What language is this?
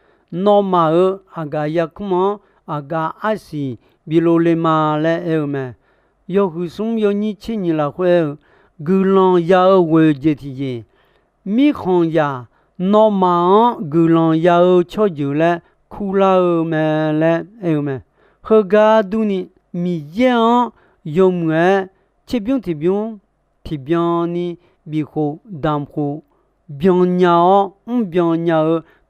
Akha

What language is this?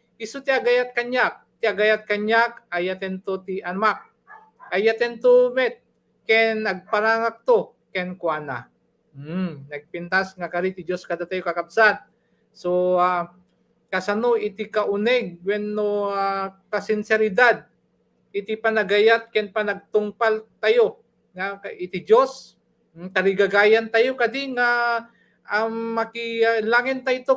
Iloko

